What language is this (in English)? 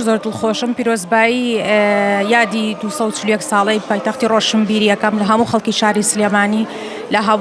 Central Kurdish